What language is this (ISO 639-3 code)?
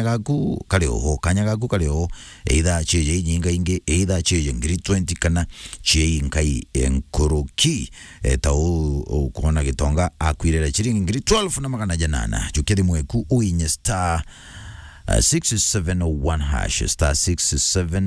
mer